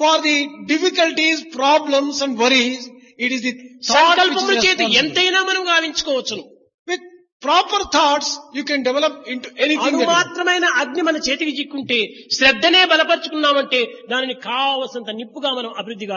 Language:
Telugu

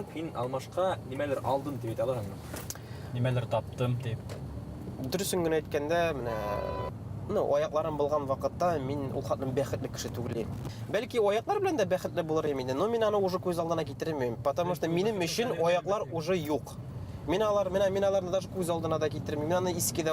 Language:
Bashkir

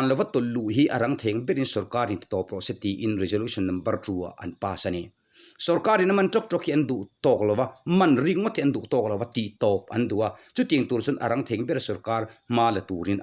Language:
Mizo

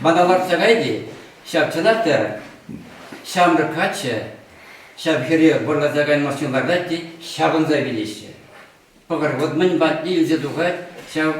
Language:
Chuvash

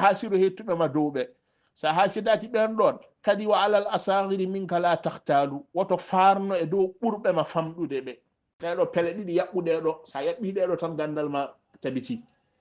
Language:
Fula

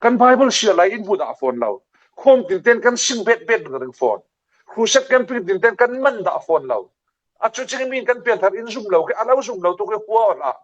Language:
Falam Chin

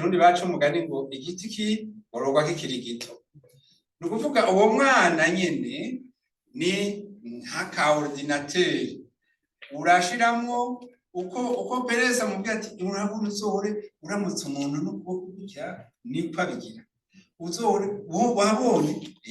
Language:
Rundi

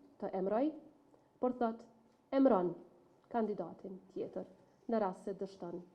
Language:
Albanian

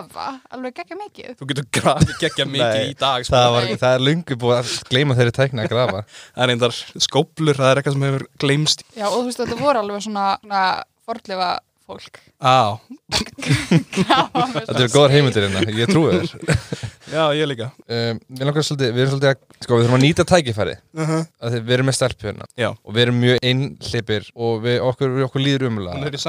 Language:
Icelandic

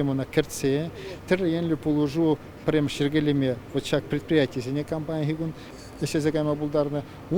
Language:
Chuvash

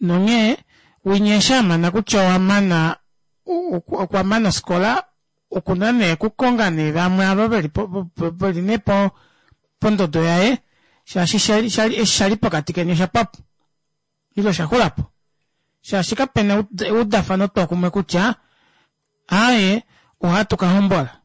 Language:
Kuanyama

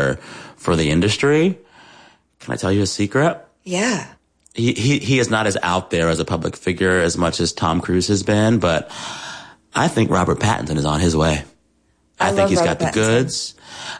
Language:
English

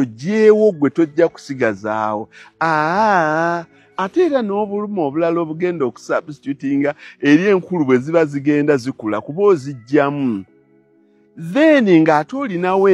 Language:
Ganda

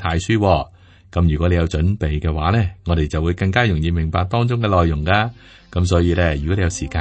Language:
Cantonese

